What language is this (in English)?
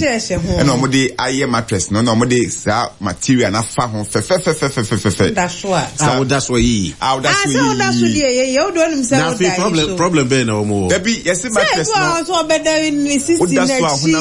Akan